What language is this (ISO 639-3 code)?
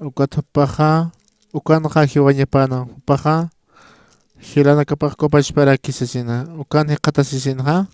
aym